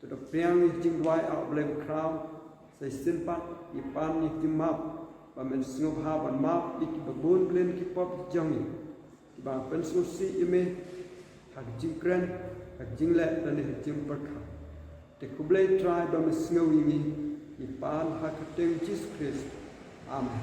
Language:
Khasi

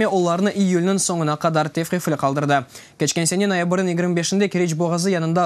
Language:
Crimean Tatar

